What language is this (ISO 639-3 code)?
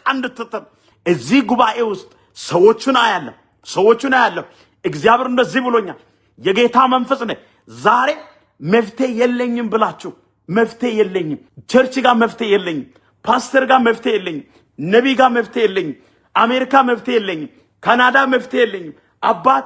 amh